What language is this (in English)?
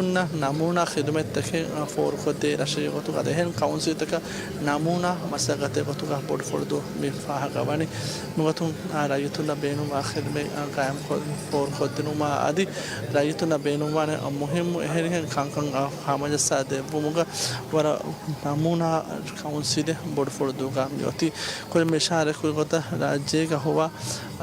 Divehi